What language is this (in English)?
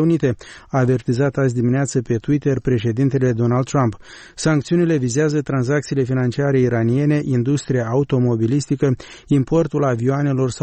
Romanian